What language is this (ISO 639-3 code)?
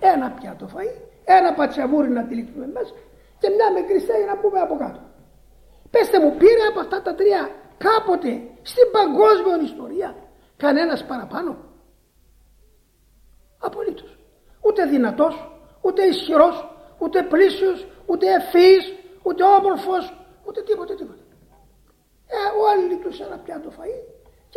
ell